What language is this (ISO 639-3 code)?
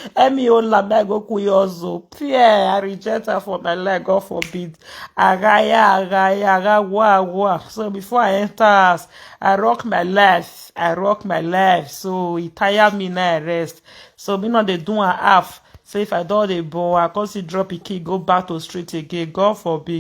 pcm